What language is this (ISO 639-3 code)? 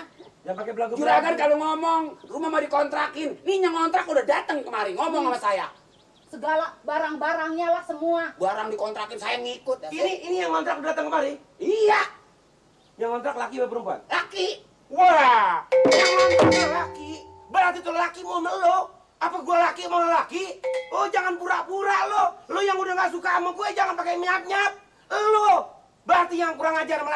bew